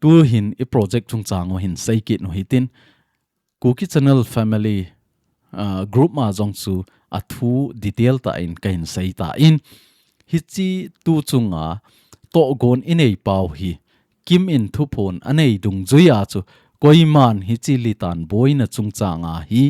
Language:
Thado Chin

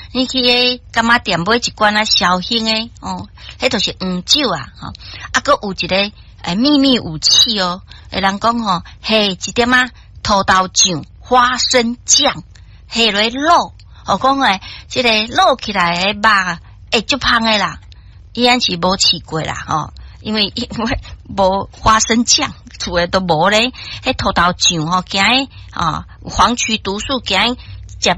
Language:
Min Nan Chinese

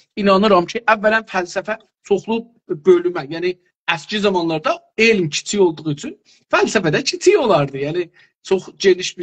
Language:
South Azerbaijani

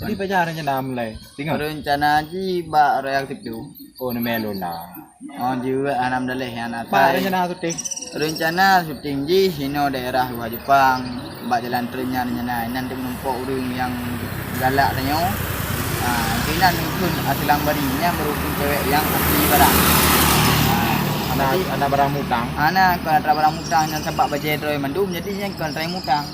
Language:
Achinese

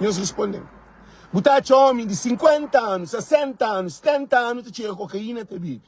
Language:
Kabuverdianu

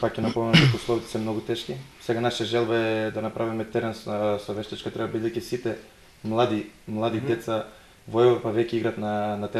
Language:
Macedonian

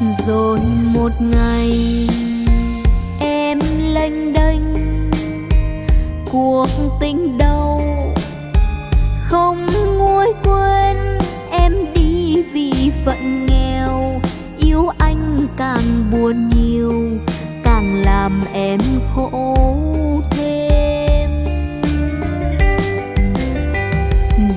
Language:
Vietnamese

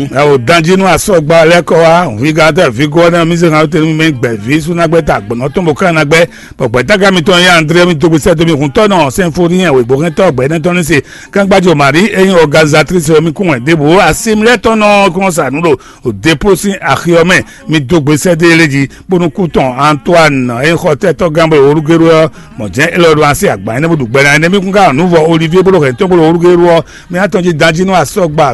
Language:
Fon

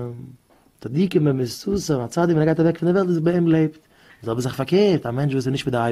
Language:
Yiddish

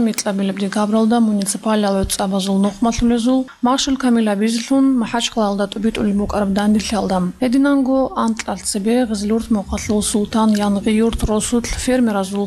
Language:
Avaric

